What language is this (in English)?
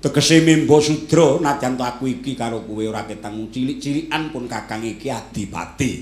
Javanese